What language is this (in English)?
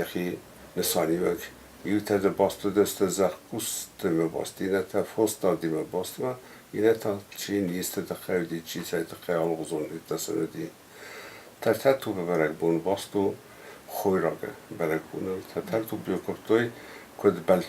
Ossetic